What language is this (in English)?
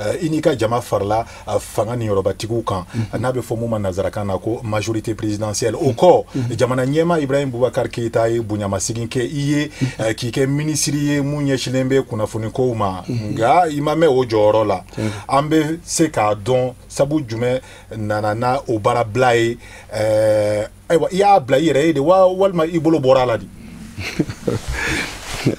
Bambara